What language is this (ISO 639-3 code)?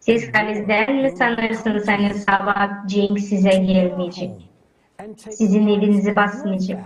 gag